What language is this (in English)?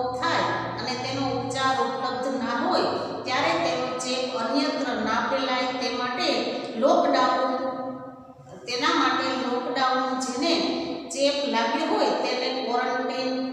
Gujarati